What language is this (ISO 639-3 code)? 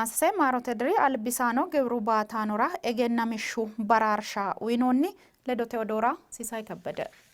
sid